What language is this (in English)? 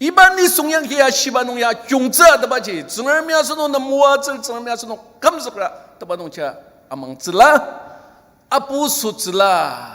Ao Naga